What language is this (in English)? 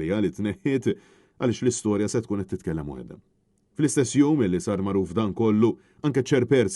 Maltese